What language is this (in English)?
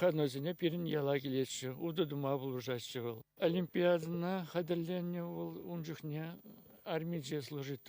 Chuvash